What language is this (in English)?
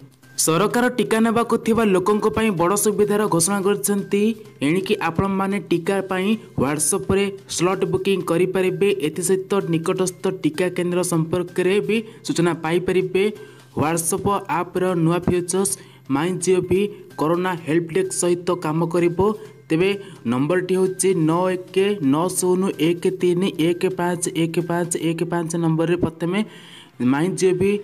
Odia